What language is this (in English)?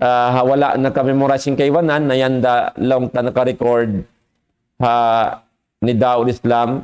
Tausug